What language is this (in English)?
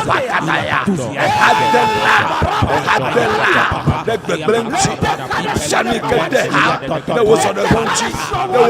Ewe